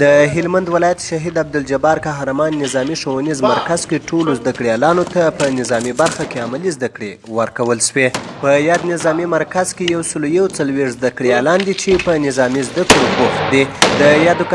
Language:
Pashto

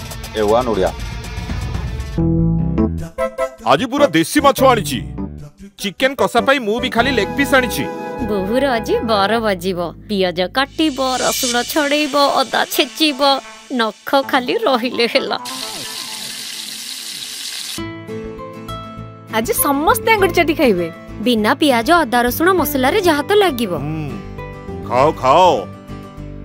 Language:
Odia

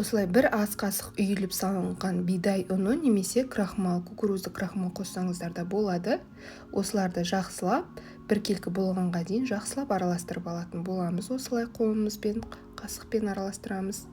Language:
Kazakh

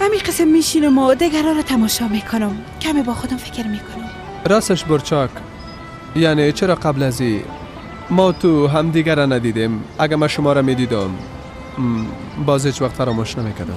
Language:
Persian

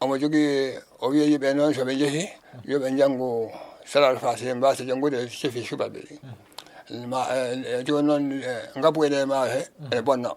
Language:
Fula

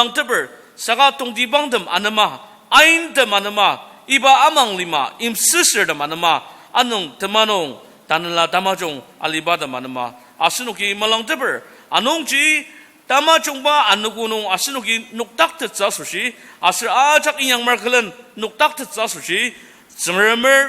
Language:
Ao Naga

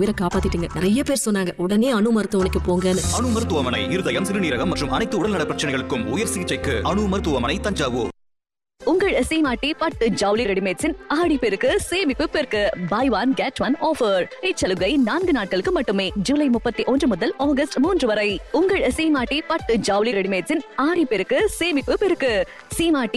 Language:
Tamil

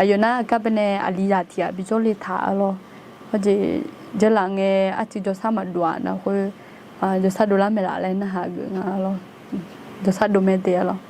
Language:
Akha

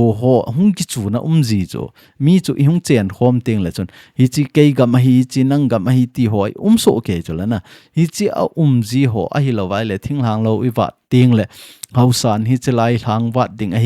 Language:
Thado Chin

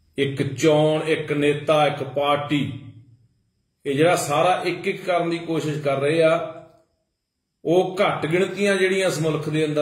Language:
Punjabi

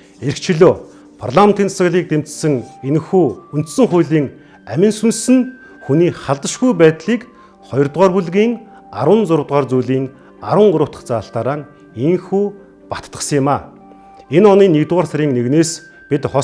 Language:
Mongolian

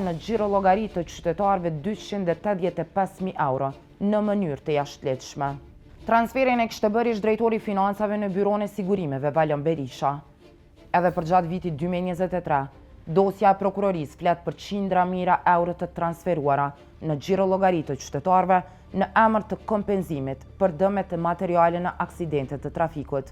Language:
Albanian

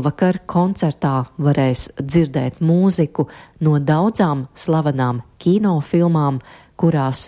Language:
Latvian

